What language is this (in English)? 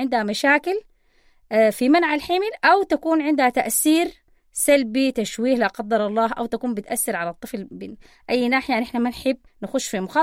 Sudanese Arabic